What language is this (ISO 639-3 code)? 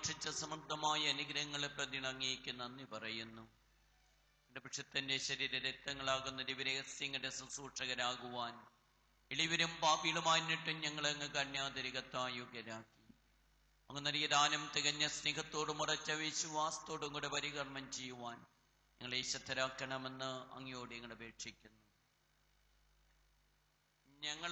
mal